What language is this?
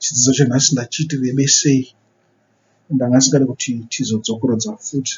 Shona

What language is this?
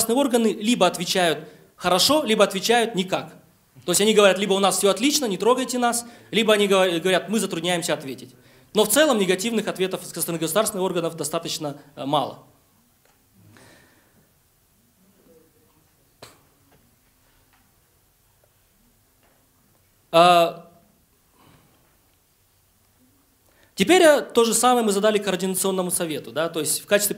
Russian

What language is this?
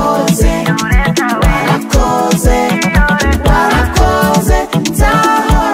Kinyarwanda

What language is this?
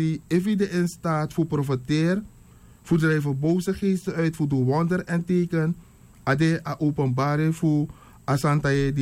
Sranan Tongo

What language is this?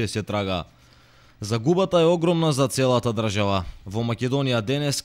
Macedonian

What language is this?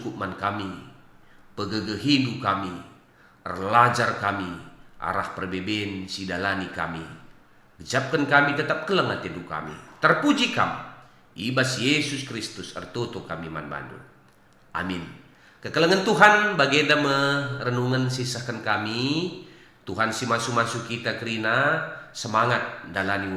Batak Karo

